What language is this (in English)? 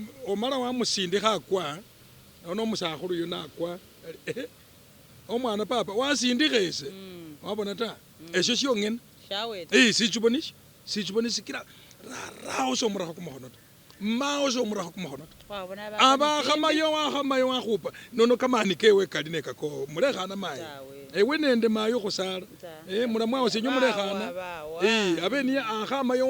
Masaaba